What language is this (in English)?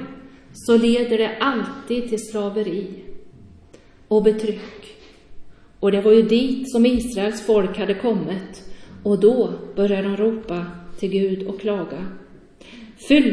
Swedish